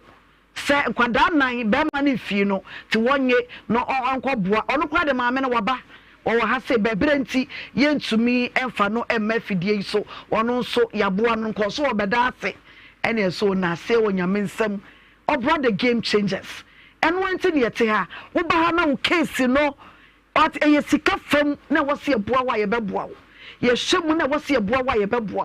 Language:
Akan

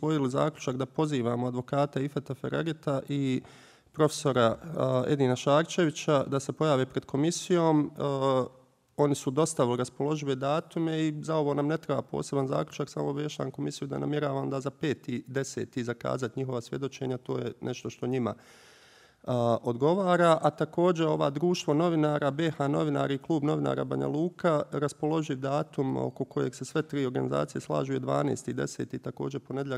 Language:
Bosnian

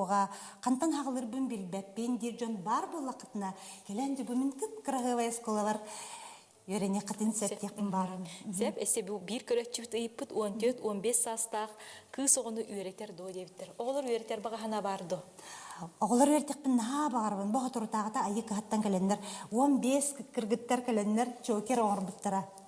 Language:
Yakut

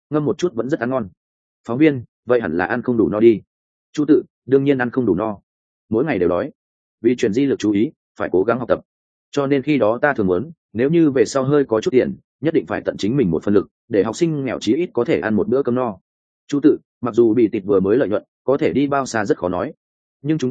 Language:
Vietnamese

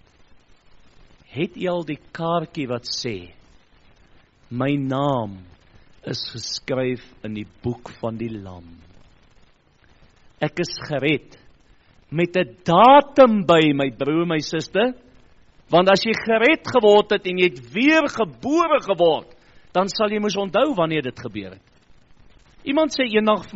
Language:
Afrikaans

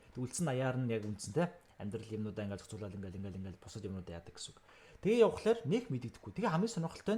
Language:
Mongolian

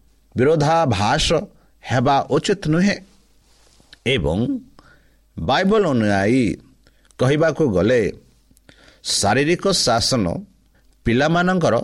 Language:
Odia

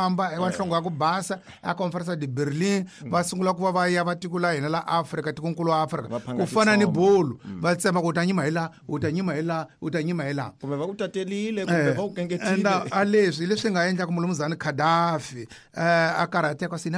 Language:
Tsonga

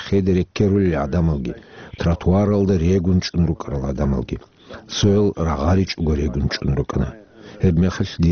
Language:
Avaric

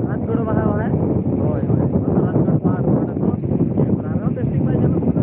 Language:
Santali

